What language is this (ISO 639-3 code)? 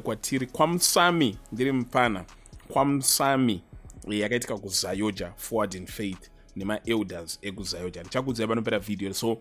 sna